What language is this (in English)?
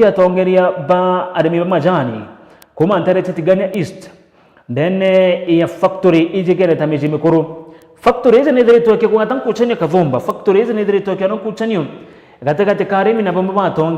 Meru